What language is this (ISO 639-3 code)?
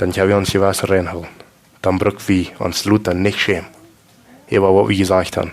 pdt